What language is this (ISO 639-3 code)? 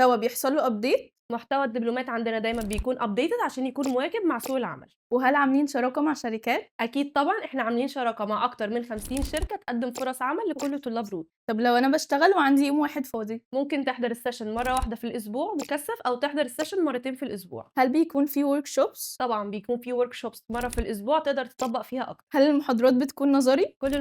arz